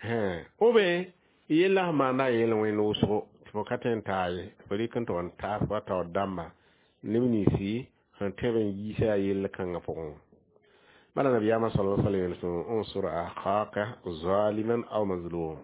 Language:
Mossi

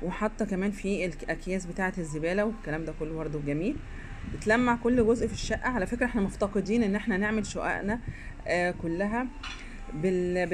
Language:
Egyptian Arabic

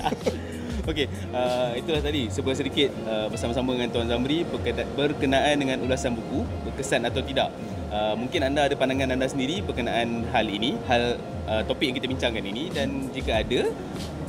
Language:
Malay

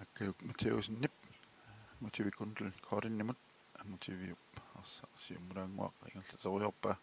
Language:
Kalaallisut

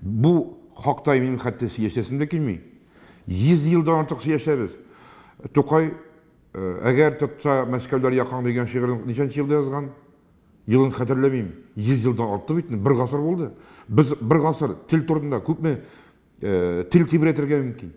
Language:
Tatar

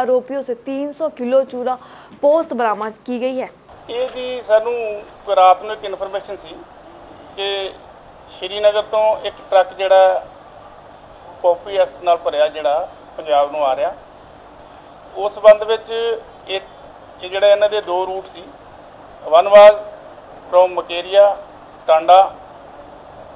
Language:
Punjabi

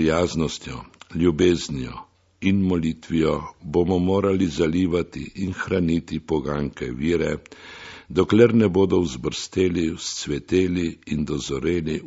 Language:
Slovenian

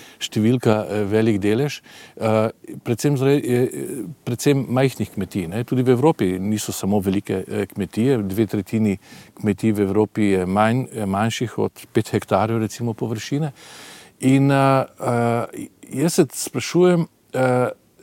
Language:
Slovenian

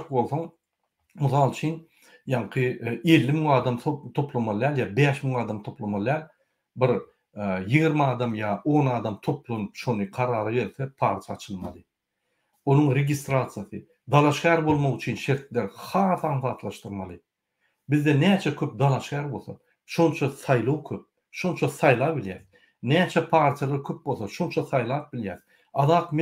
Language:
Turkmen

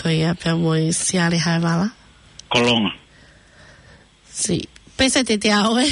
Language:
Tongan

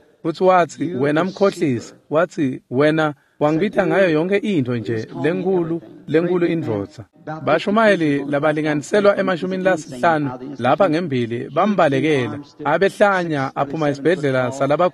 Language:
Swati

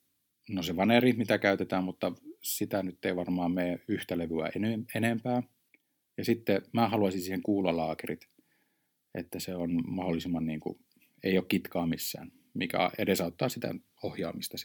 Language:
Finnish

